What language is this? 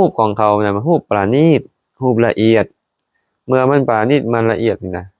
Lao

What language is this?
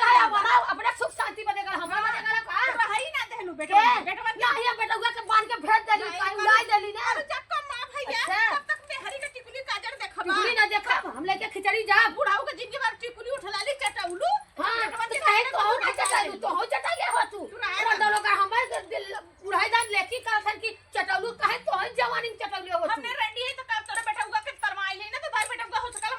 Awadhi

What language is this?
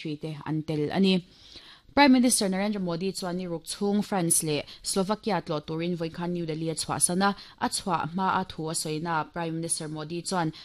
Mizo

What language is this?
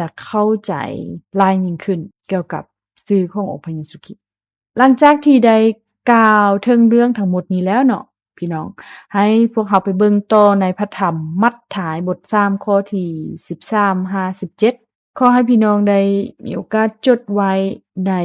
Lao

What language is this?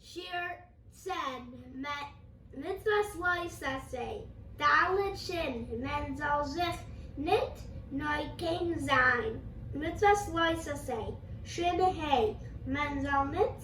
Yiddish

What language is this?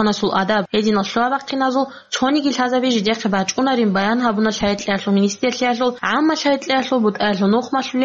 Avaric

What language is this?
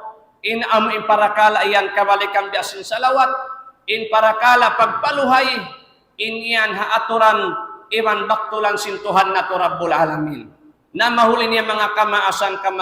Tausug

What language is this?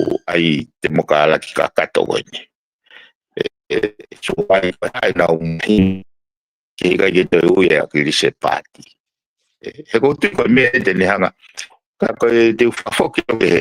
Tongan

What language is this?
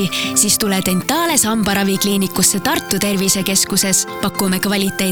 Estonian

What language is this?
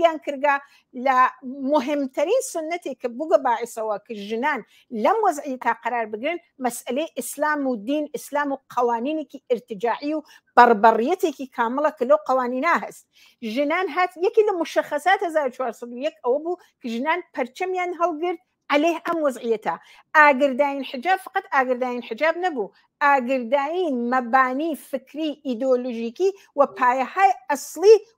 Central Kurdish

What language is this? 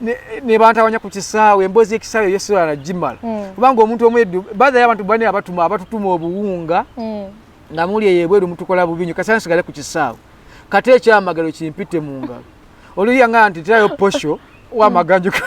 Ganda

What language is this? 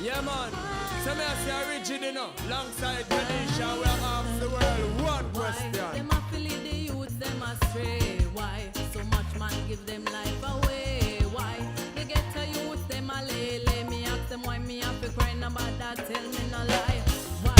Jamaican Creole English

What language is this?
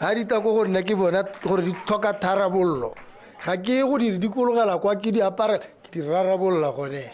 Tswana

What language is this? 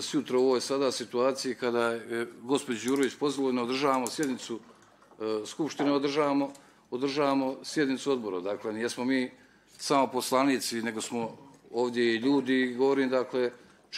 Bosnian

